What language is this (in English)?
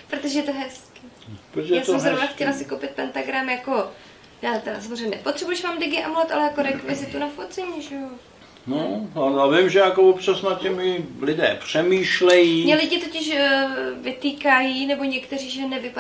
Czech